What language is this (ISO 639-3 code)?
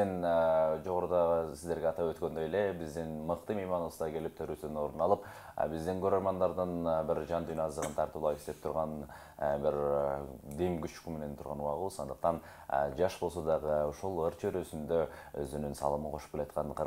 kir